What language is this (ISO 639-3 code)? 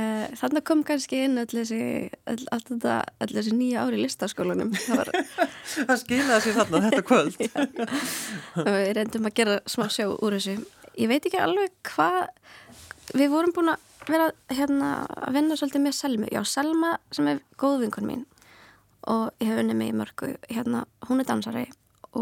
isl